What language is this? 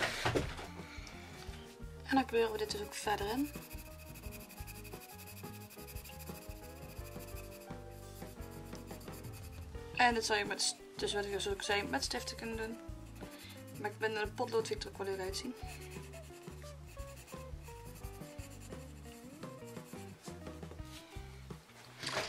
Dutch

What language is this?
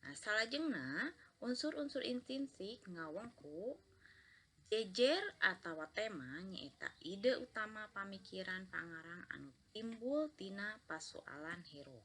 Sundanese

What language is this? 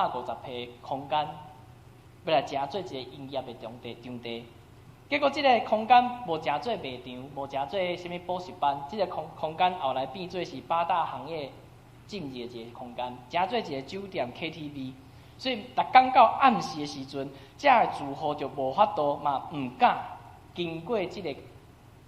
Min Nan Chinese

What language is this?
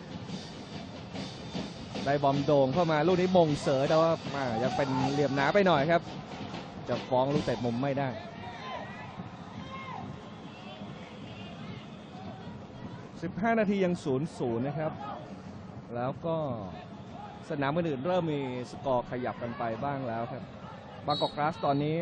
Thai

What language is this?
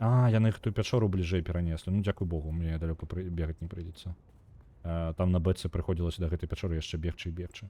Belarusian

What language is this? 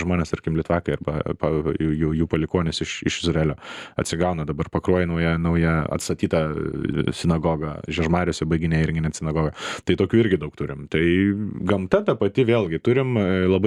Lithuanian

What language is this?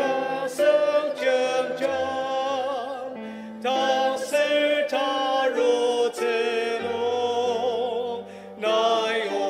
Ao Naga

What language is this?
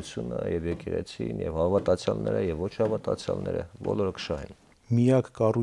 Armenian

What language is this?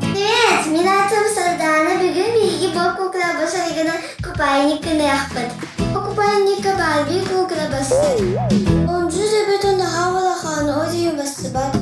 Yakut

